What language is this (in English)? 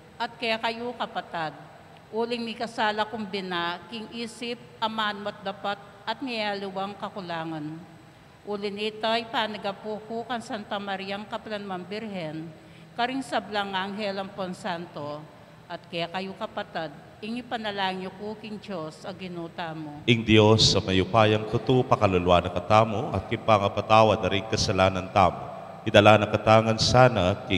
Pampanga